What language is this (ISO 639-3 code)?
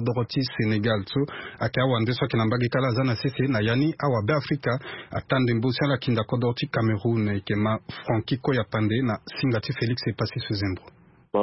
sag